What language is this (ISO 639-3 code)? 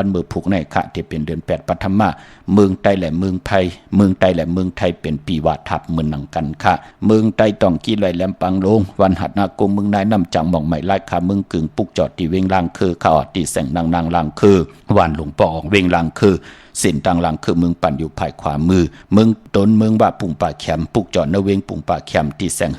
shn